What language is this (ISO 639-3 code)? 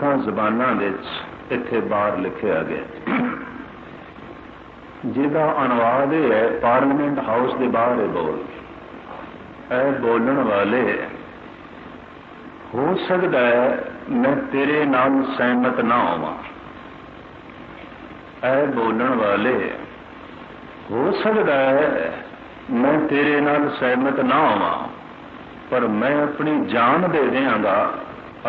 pan